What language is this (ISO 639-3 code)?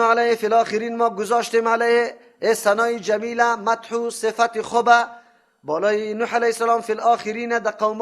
fas